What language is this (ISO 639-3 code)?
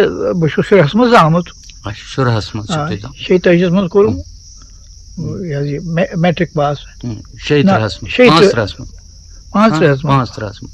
kas